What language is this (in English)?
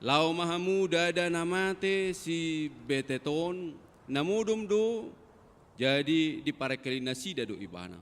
Batak Toba